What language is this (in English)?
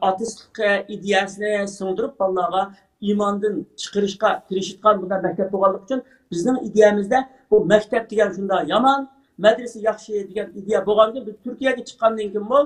Uyghur